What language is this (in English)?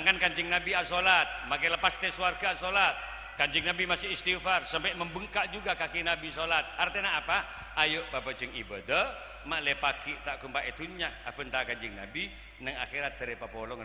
Madurese